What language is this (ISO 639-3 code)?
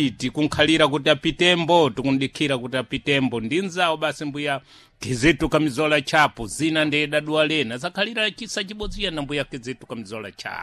seh